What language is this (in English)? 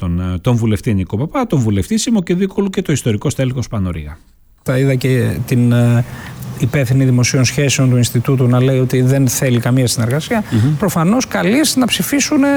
Greek